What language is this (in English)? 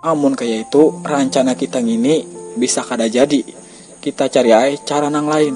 Banjar